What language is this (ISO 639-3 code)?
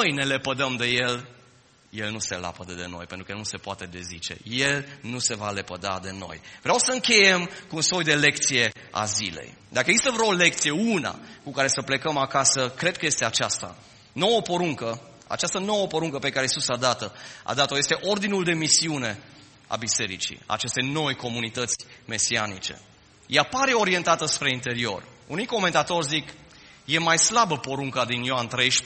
ron